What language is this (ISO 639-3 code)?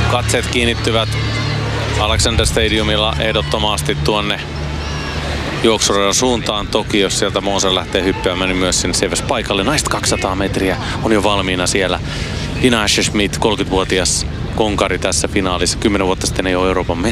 fin